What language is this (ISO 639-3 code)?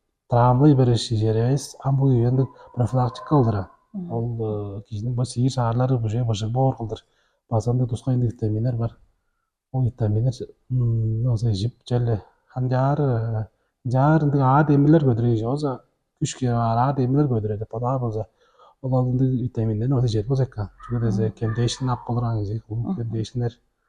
tyv